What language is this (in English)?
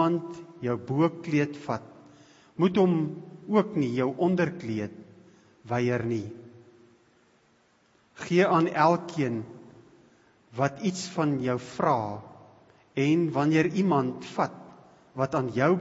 Afrikaans